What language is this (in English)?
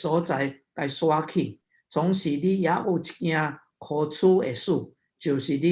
Min Nan Chinese